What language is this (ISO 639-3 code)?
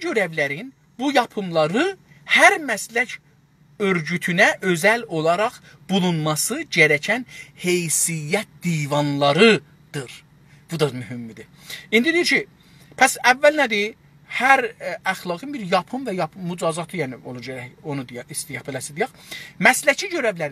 azb